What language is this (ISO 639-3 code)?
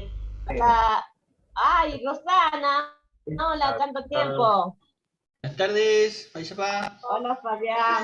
grn